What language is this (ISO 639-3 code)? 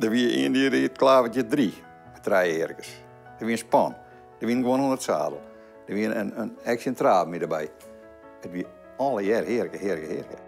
fry